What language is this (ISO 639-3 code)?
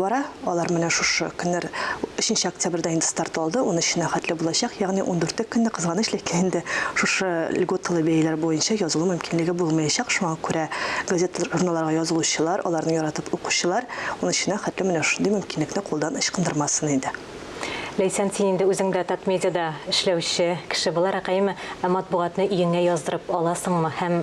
tat